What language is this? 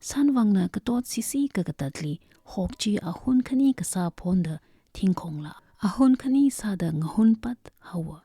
Tangkhul Naga (India)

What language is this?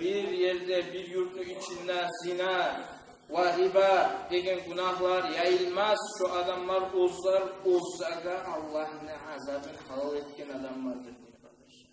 Kumyk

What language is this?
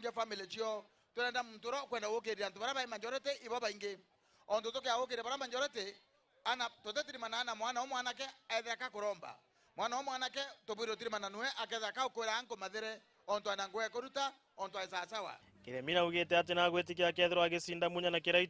Meru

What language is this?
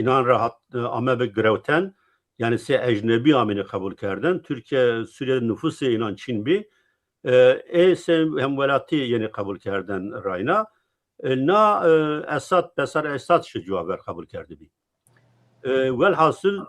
Zaza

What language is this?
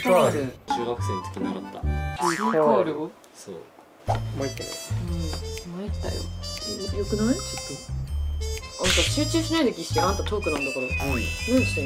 Japanese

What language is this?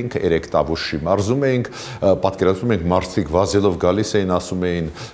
Armenian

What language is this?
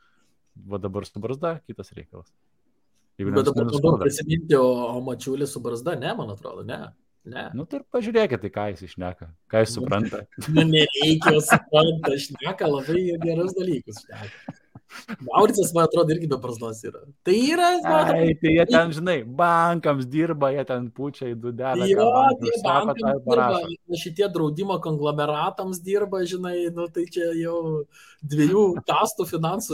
Lithuanian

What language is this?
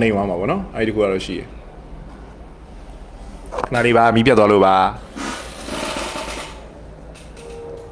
Burmese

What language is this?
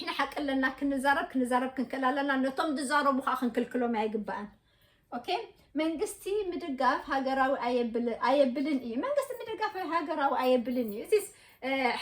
Tigrinya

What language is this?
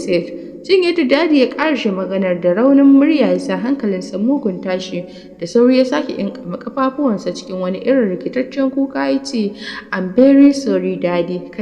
Hausa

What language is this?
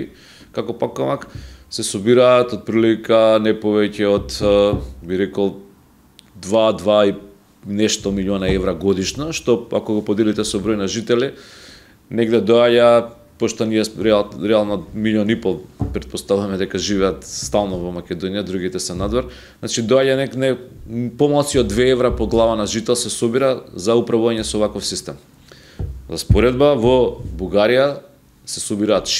Macedonian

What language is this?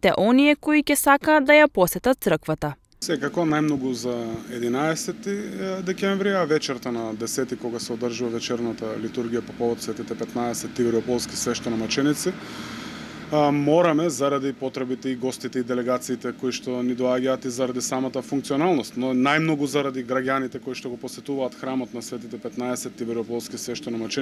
Macedonian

